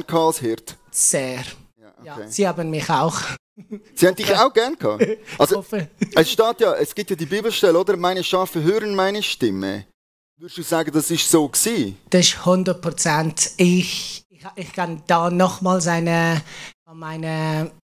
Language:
Swiss German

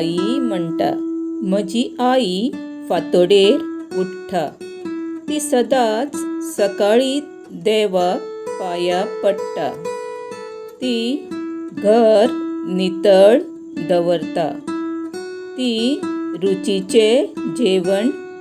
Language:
Konkani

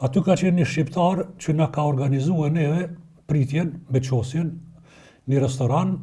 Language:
Albanian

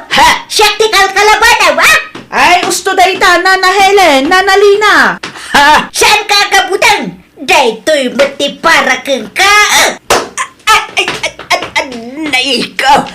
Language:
Iloko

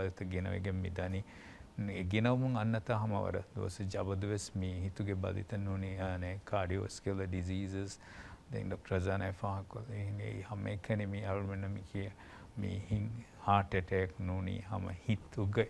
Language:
Divehi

